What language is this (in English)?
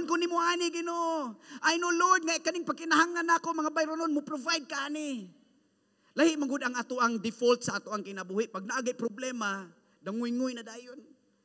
Cebuano